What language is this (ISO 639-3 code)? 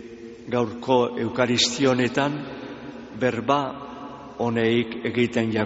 eus